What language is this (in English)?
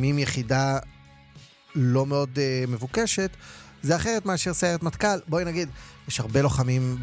Hebrew